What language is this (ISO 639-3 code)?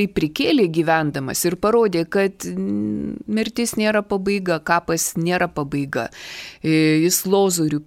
lit